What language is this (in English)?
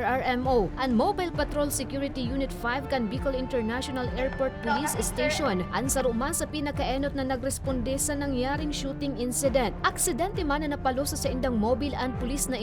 Bikol